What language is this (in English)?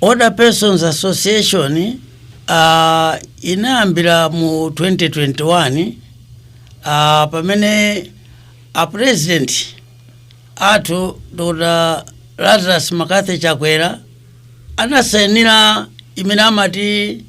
Nyanja